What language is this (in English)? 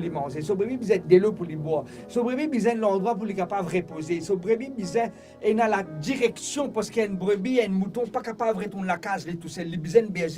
Morisyen